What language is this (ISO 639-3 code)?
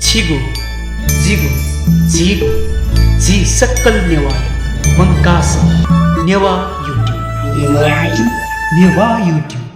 new